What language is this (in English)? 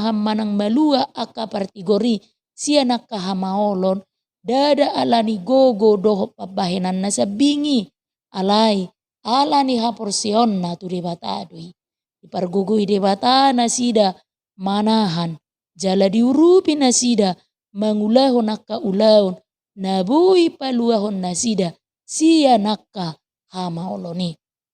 Batak Toba